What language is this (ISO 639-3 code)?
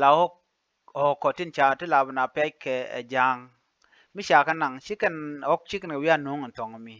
nus